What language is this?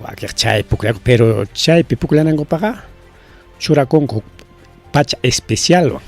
Ayacucho Quechua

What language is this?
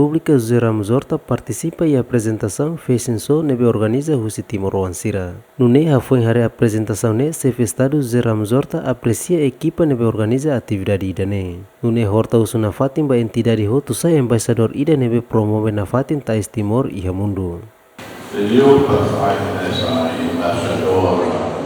Tetum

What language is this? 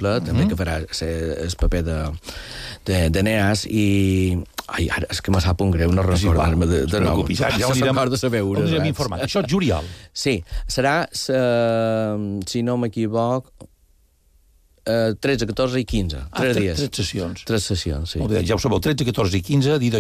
Catalan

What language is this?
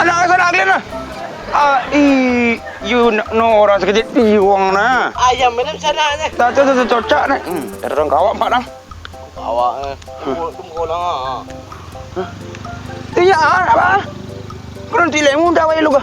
Minangkabau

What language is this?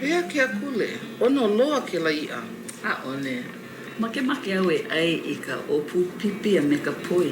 Hawaiian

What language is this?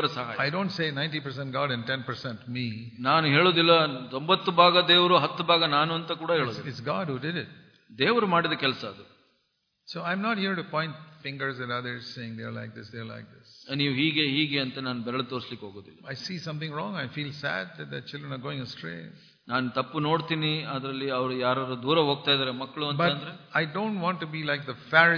Kannada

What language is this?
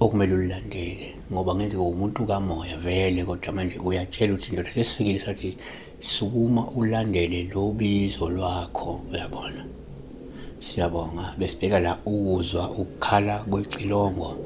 Zulu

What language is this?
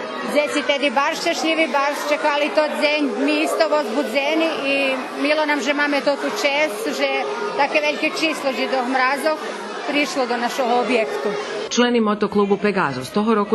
Rusyn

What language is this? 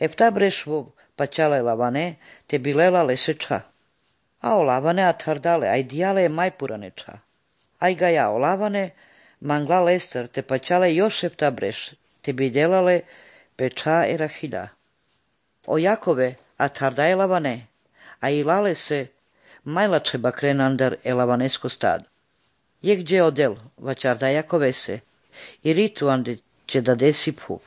Slovenian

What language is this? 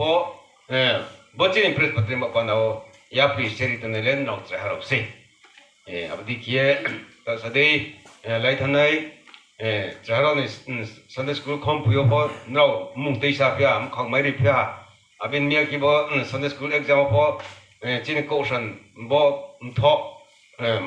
Riang (India)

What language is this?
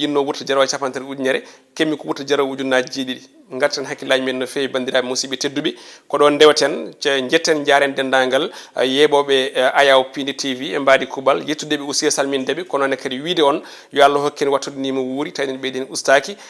Fula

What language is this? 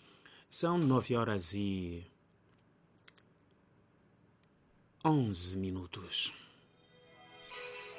Portuguese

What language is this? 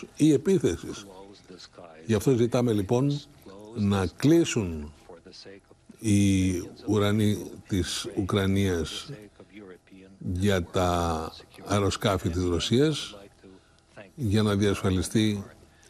Greek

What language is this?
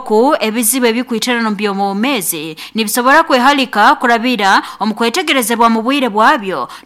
Nyoro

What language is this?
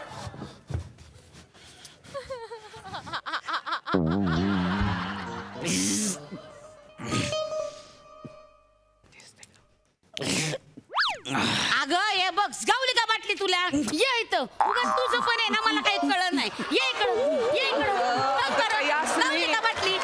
Marathi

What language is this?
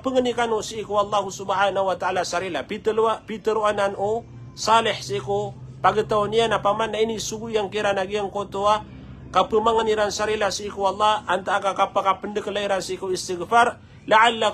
Maranao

